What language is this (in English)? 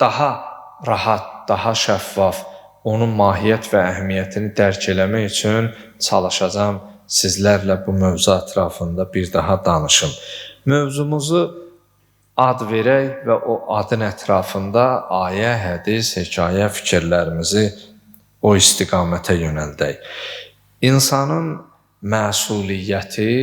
Azerbaijani